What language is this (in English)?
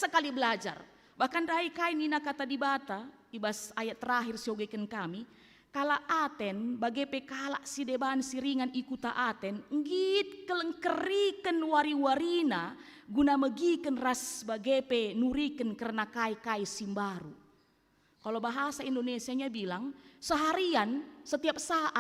Batak Karo